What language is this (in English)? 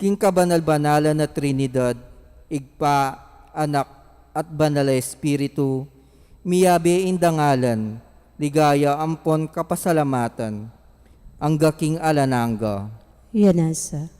Pampanga